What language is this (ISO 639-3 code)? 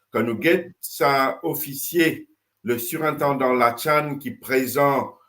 mfe